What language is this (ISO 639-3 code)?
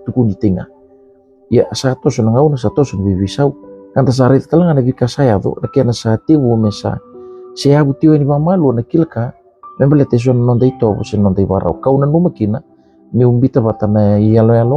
fij